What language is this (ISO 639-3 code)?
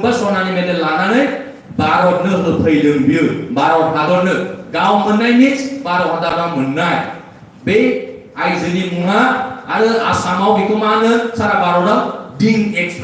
brx